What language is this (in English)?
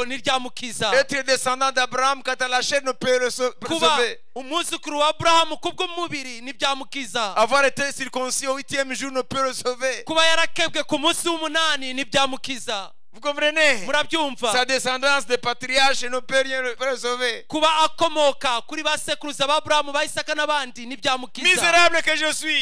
Kinyarwanda